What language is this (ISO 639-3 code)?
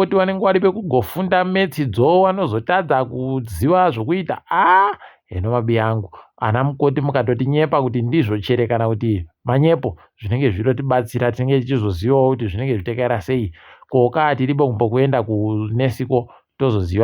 ndc